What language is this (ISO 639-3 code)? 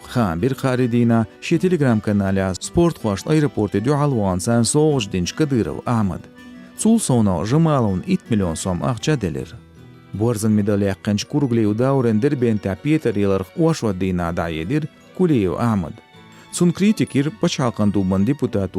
che